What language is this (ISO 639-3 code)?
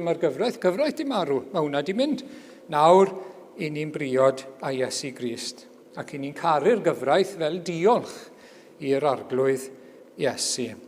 cym